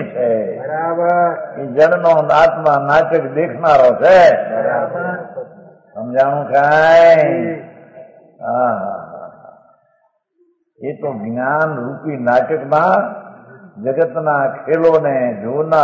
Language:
Gujarati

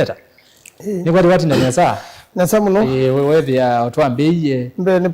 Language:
Kamba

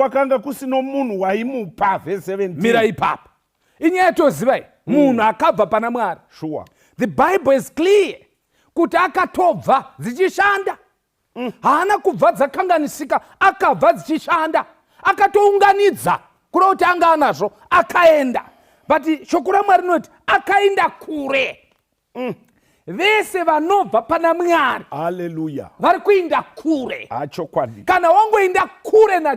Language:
Shona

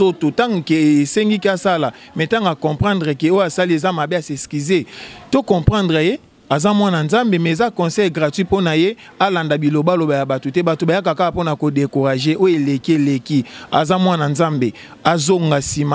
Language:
Lingala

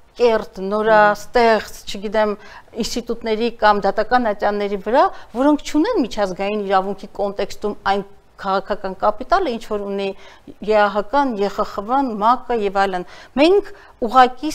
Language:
Armenian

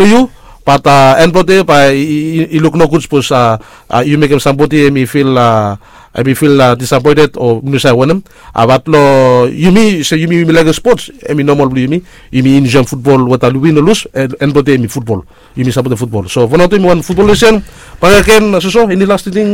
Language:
Bislama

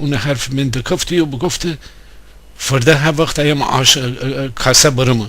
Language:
Gilaki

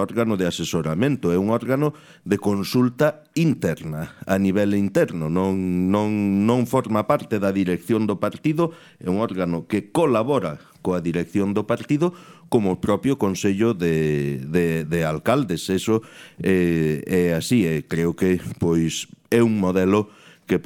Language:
Galician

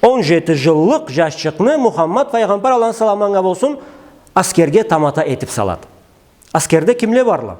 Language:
Karachay-Balkar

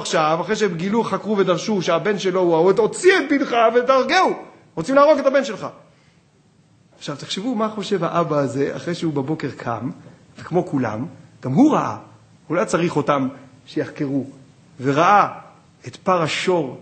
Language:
Hebrew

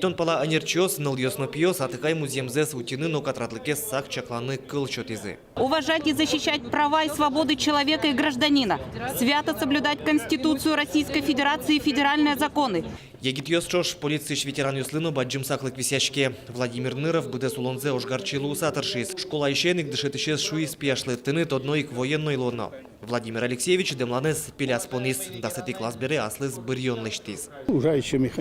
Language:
Udmurt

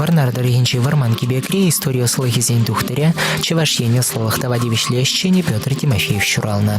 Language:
Chuvash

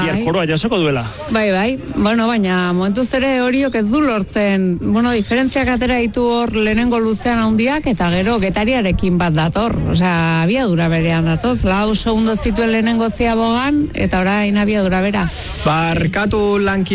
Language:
Basque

